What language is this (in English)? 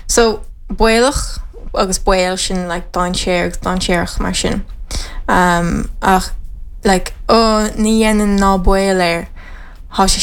Irish